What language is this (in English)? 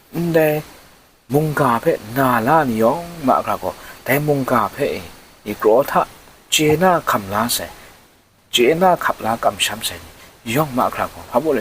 Kachin